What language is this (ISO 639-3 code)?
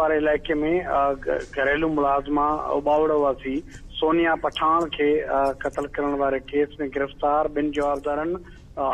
snd